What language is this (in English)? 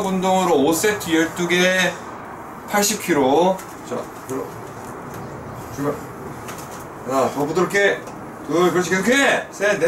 Korean